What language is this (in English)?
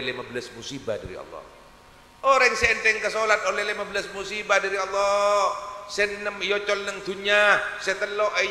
Madurese